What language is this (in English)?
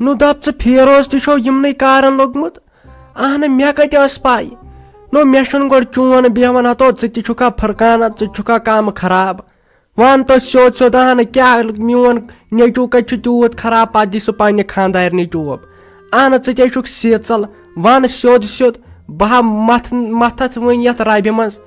Kashmiri